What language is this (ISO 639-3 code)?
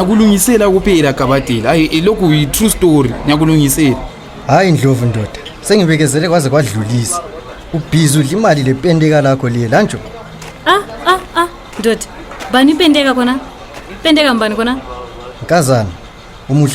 nde